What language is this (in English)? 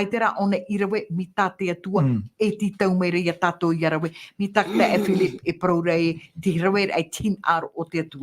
Tahitian